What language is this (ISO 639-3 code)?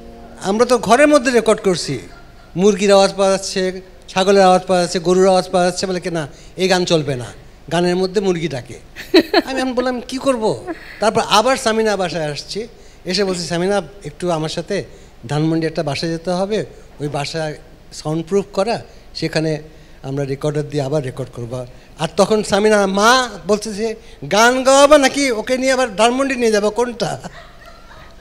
ben